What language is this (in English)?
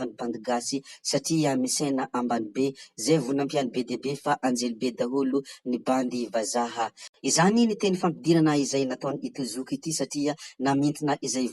Malagasy